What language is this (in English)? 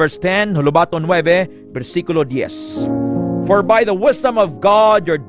Hiligaynon